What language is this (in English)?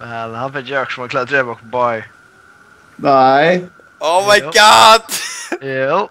Faroese